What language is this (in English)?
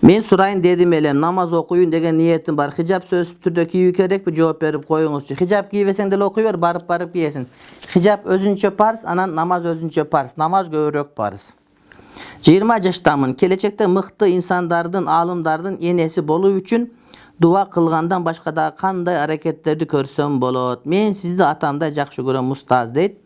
Kyrgyz